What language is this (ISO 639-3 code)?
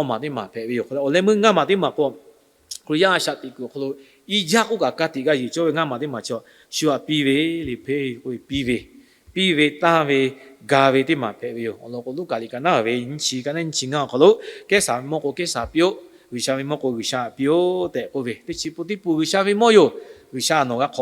lhu